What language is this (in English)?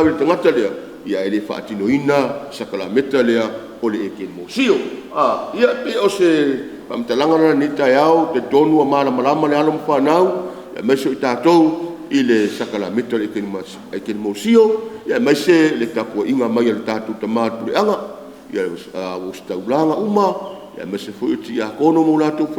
Samoan